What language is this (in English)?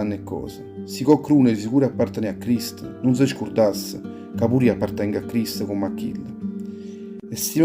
Neapolitan